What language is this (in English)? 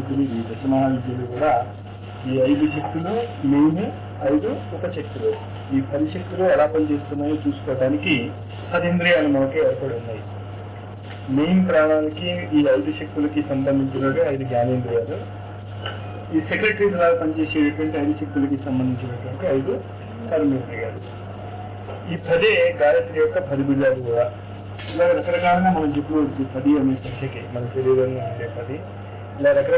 Telugu